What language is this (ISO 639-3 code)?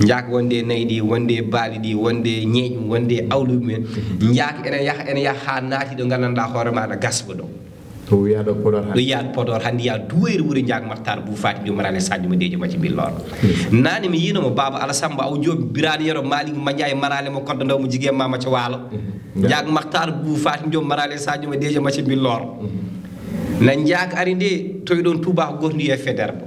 ful